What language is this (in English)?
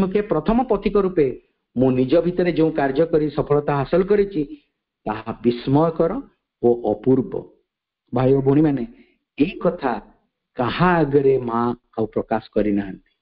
Odia